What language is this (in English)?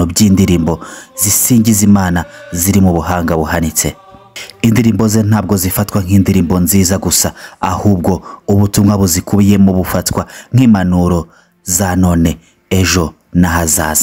Kinyarwanda